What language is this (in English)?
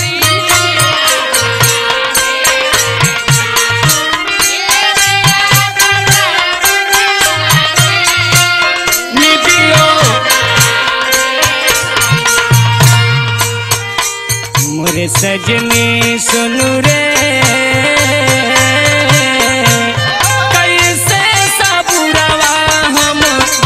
Bhojpuri